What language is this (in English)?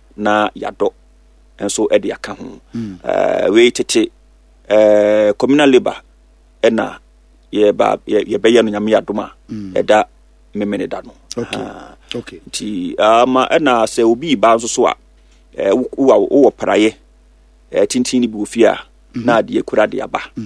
Akan